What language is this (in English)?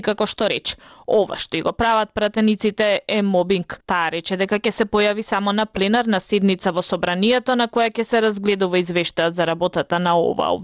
Macedonian